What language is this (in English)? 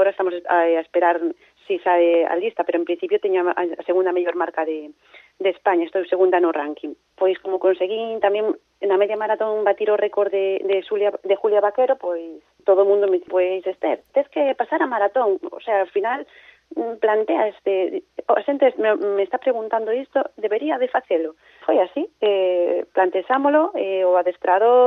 Galician